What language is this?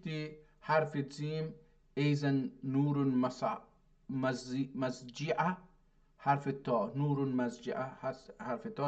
South Azerbaijani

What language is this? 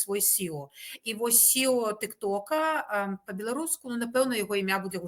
Belarusian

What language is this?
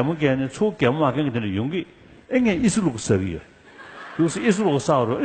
Tibetan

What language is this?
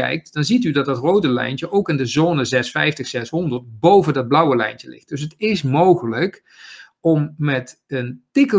Dutch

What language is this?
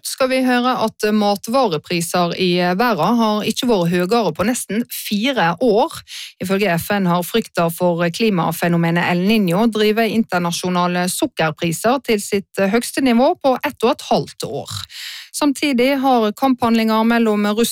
Norwegian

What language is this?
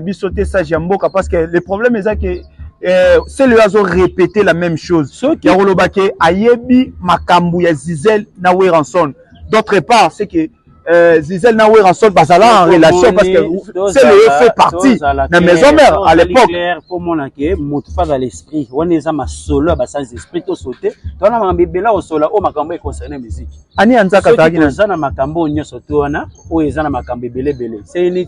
Lingala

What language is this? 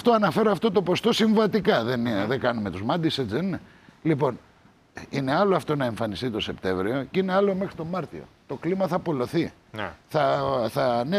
Greek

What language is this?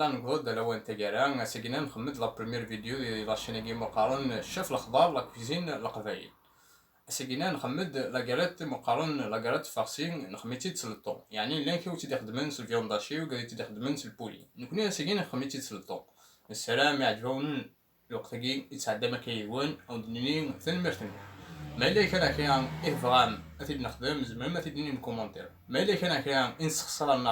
Kabyle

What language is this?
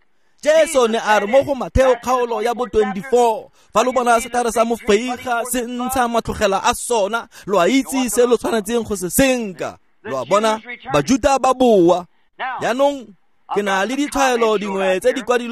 Tswana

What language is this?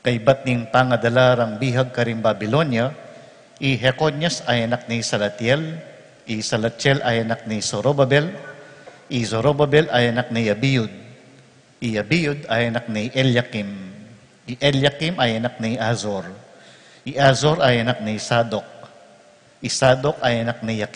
Pampanga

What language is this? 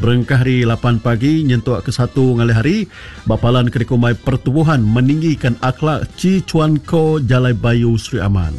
Iban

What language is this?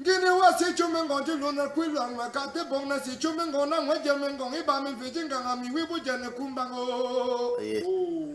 Cameroon Pidgin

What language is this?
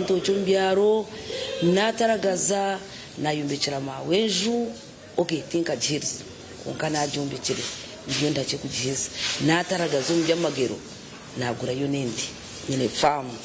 Nyankole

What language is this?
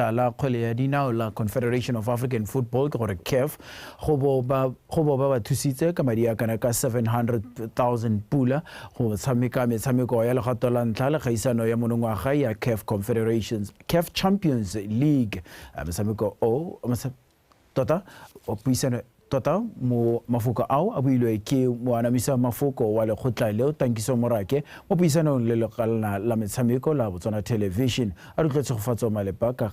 Tswana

